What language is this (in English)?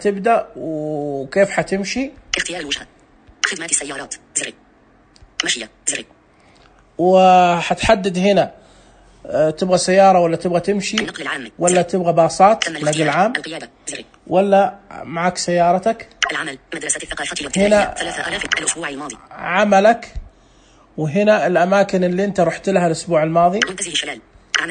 Najdi Arabic